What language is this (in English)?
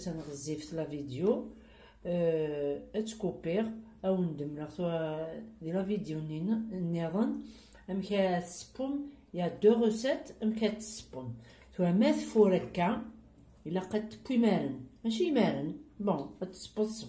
Kabyle